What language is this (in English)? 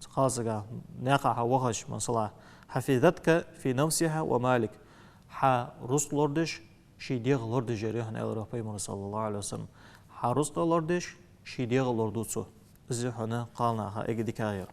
Ingush